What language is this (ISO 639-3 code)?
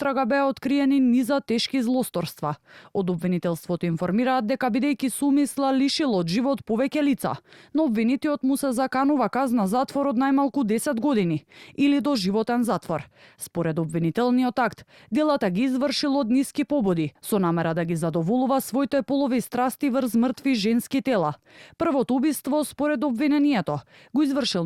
mkd